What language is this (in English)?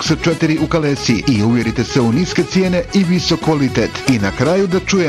Bosnian